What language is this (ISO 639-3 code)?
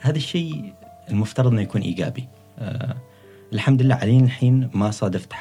afb